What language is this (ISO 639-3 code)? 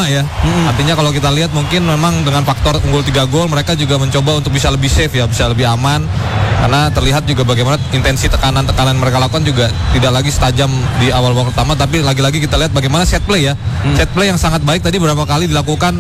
ind